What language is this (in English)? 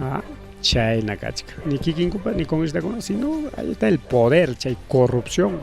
Ayacucho Quechua